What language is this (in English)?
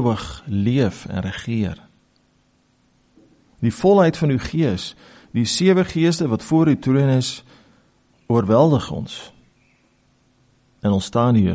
Afrikaans